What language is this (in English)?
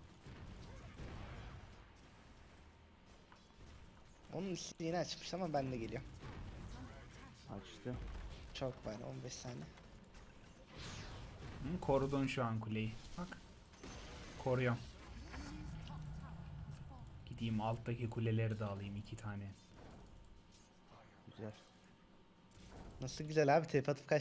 Turkish